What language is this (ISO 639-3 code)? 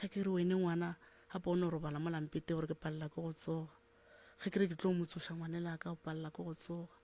nso